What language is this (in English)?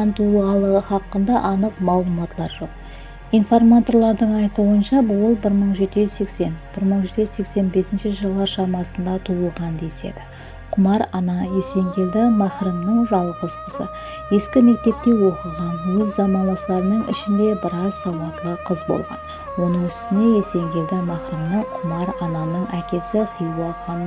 Kara-Kalpak